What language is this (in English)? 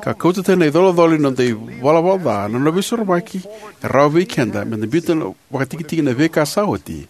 Fijian